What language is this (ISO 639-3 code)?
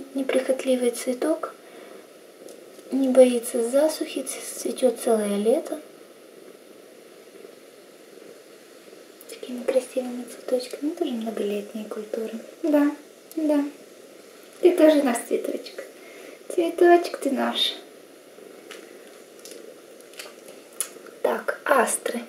rus